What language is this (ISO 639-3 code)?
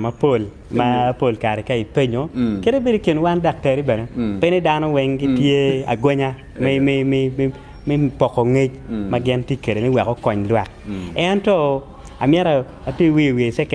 ach